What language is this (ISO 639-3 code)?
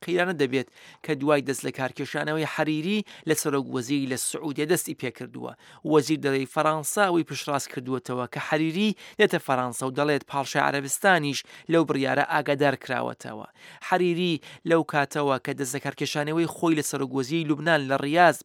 ckb